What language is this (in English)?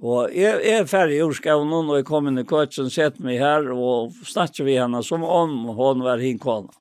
Faroese